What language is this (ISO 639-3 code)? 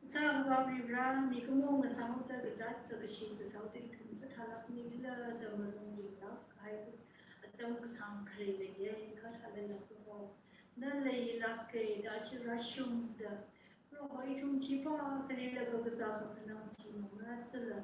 nmf